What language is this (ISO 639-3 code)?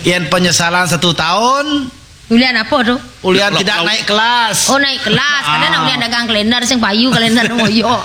ban